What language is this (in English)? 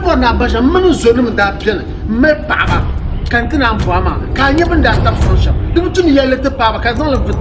Dagbani